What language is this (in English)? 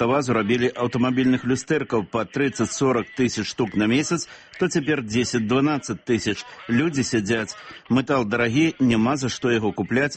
Belarusian